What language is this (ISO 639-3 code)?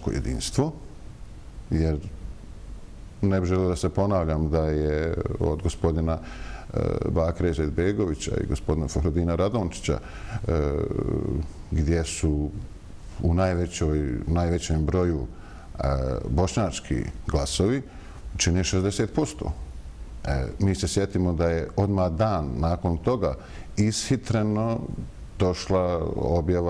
bos